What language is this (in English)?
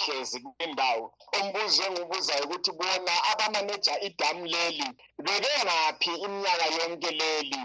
North Ndebele